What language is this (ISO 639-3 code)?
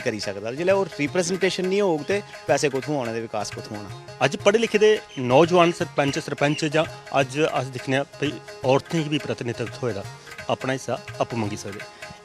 doi